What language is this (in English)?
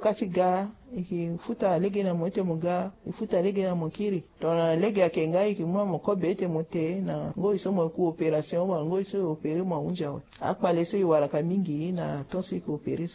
Sango